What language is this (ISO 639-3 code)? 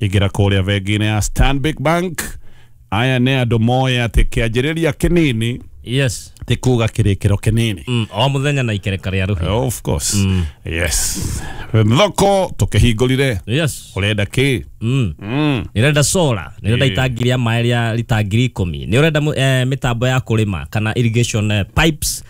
kik